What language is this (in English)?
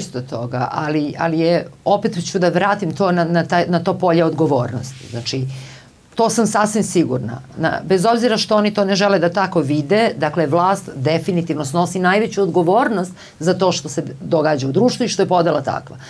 Serbian